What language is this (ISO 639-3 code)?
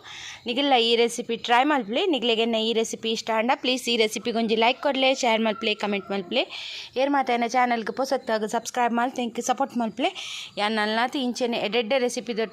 tcy